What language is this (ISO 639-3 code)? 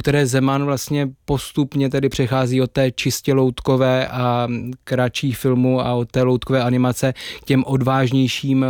ces